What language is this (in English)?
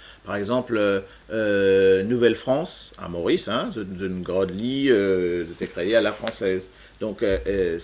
Morisyen